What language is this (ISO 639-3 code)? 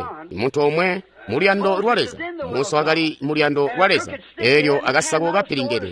toi